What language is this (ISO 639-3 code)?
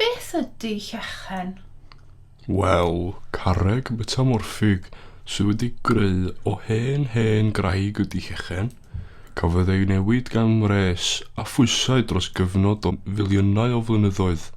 cym